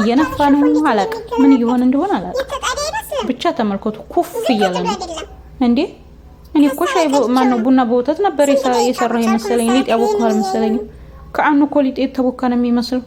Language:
Amharic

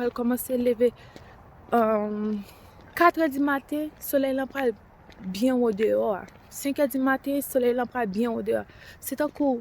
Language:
Haitian Creole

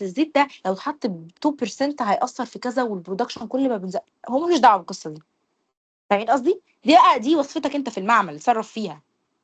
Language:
Egyptian Arabic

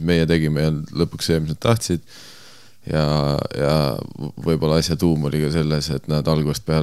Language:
Estonian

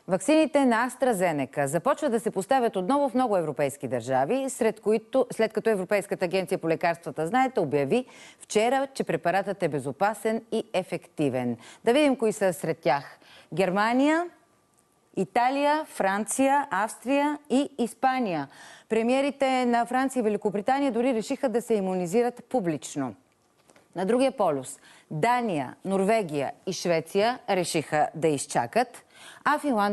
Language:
Bulgarian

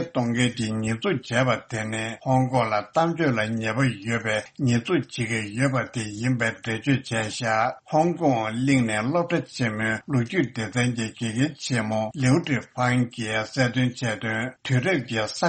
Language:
Tibetan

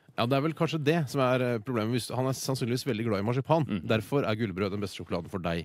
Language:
Norwegian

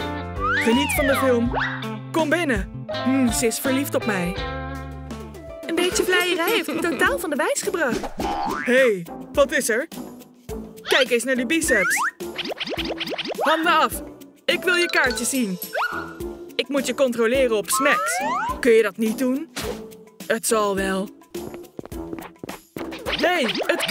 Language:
Dutch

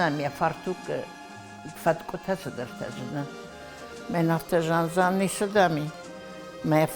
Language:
Ossetic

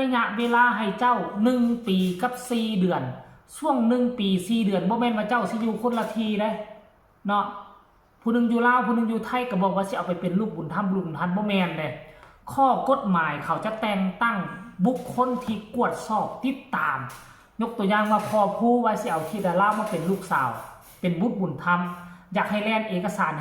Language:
Northeastern Thai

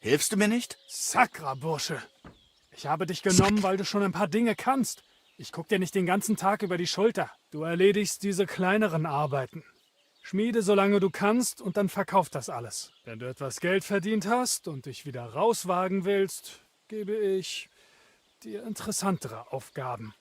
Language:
Bavarian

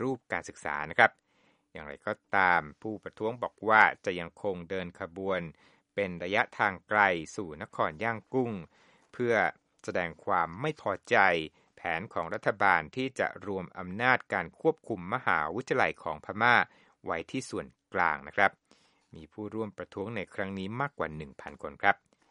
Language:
Thai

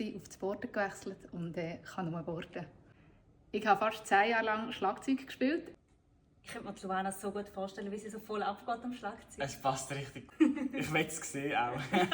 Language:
Swiss German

